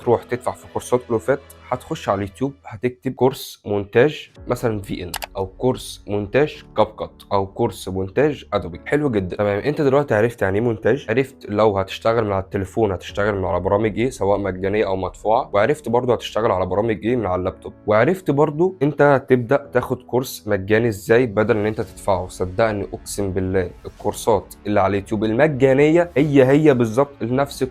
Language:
Egyptian Arabic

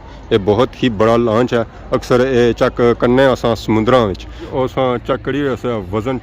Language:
Pahari-Potwari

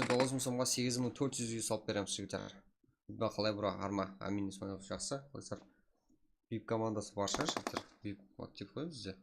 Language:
Kara-Kalpak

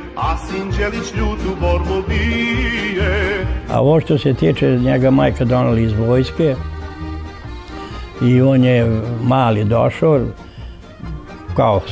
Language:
Serbian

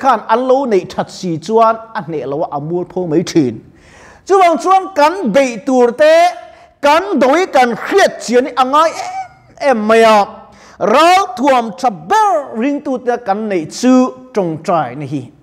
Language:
Mizo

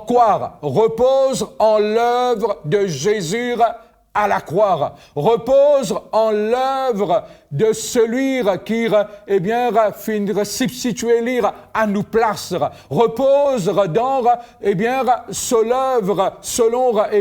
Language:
Morisyen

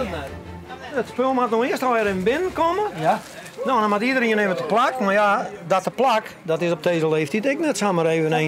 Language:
Western Frisian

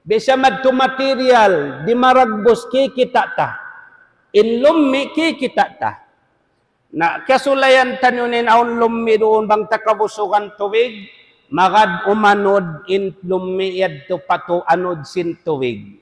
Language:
Tausug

